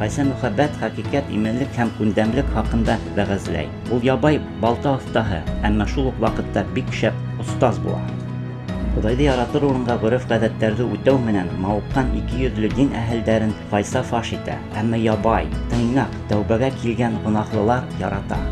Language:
Bashkir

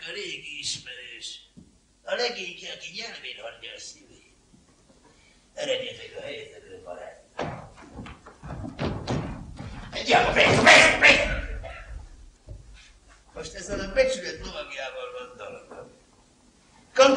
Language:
Hungarian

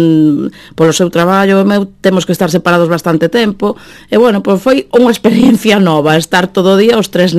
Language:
Galician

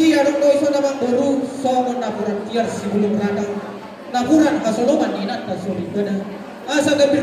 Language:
Batak Toba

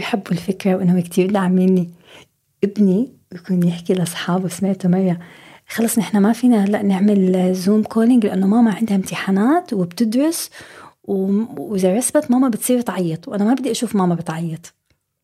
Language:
North Levantine Arabic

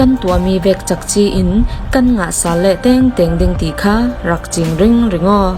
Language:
Falam Chin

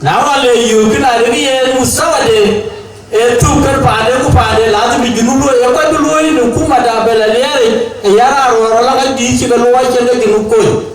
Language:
Dinka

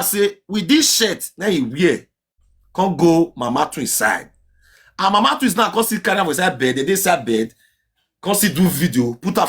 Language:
Nigerian Pidgin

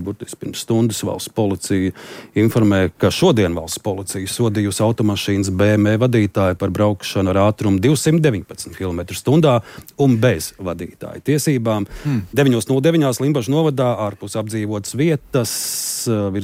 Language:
Latvian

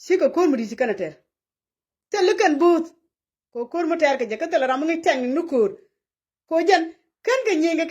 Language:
Nuer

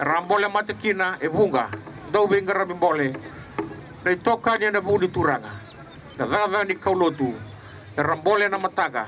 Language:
Fijian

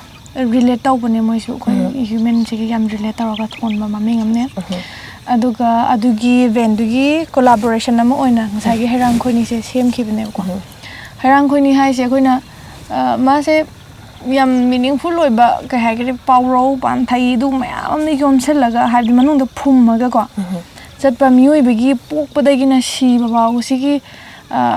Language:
Manipuri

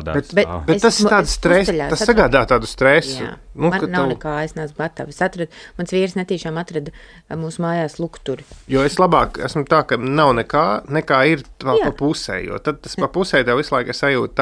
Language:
Latvian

